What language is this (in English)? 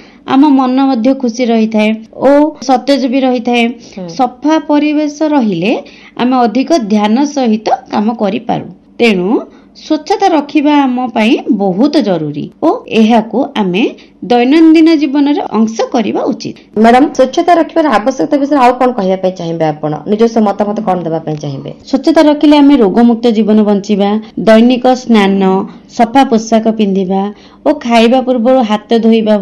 Odia